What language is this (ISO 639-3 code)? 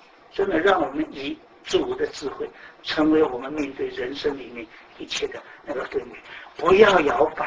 zho